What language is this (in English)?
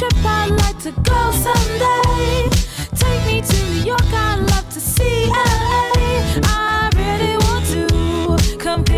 English